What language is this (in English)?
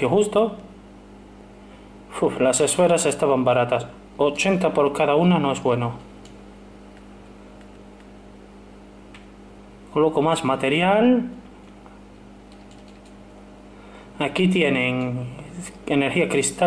Spanish